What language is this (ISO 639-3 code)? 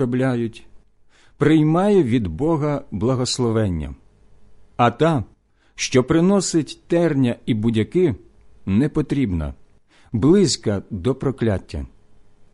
ukr